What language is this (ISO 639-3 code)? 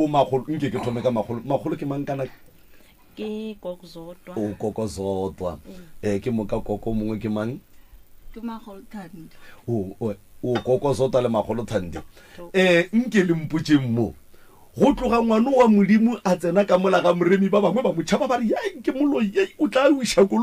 nso